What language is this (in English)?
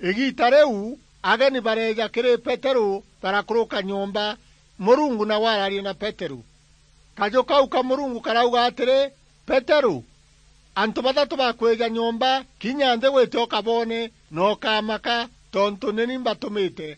Meru